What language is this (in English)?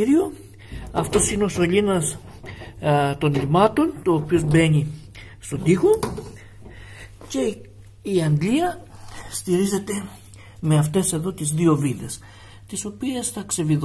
Greek